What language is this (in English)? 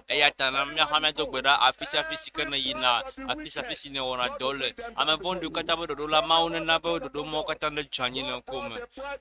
Ewe